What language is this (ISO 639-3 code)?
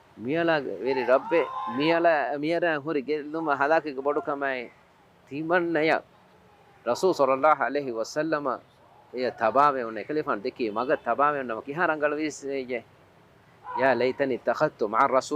div